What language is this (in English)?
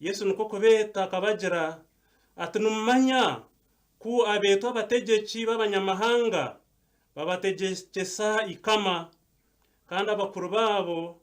Nyankole